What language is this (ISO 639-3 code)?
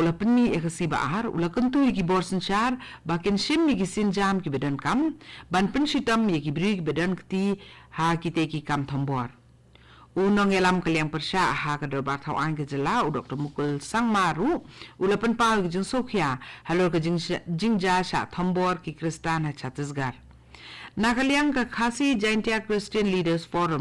kha